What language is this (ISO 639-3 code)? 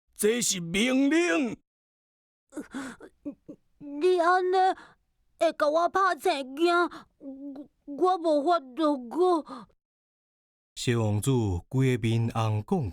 nan